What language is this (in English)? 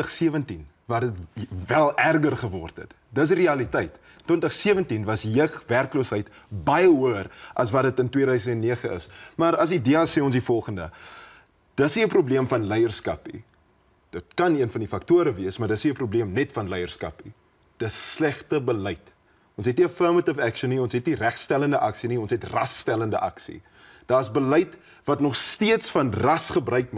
Afrikaans